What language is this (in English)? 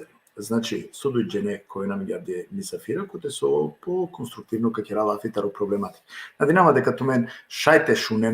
Balkan Romani